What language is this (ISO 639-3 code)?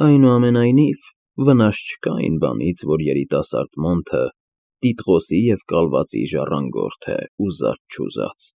hye